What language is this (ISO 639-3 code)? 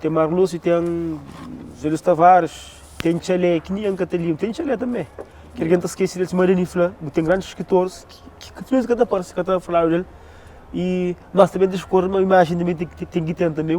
kea